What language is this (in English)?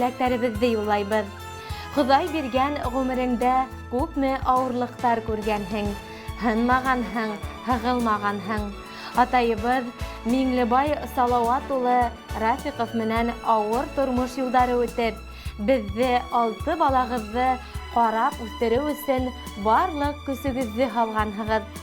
Bashkir